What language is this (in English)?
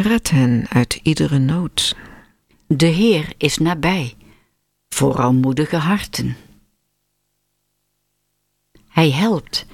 Dutch